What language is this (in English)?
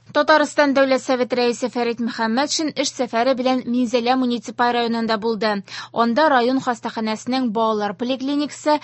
Tatar